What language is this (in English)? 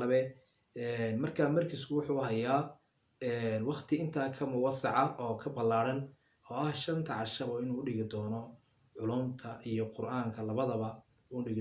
Somali